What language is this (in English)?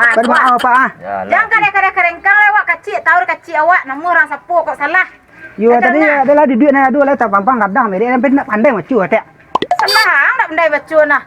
Minangkabau